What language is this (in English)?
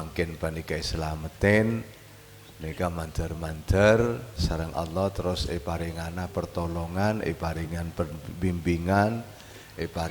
Madurese